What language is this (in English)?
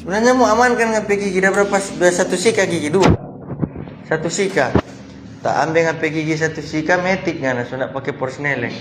Manado Malay